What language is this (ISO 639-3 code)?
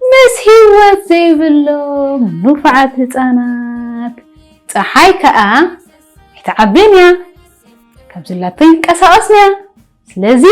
tir